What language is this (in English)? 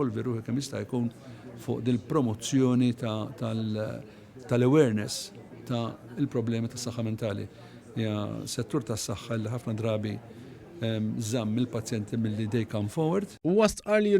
Maltese